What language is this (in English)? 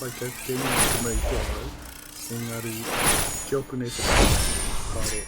Māori